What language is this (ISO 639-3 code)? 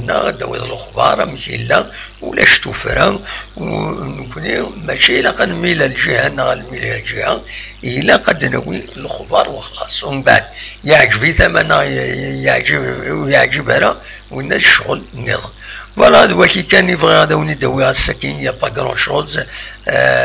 kab